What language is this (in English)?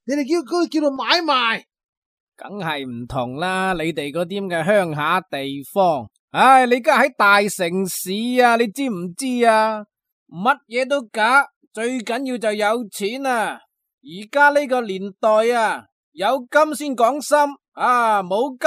Cantonese